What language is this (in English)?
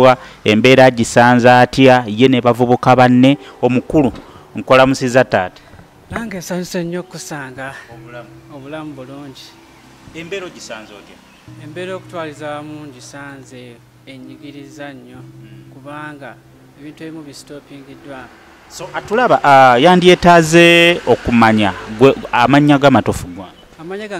Ganda